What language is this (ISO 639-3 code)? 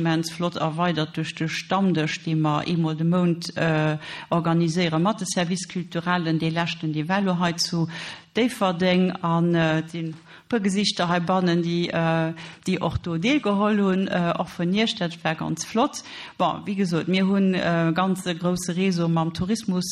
ltz